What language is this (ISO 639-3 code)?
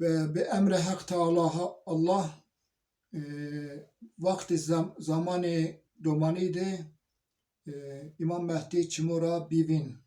zza